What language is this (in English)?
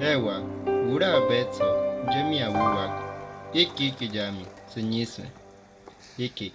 Bribri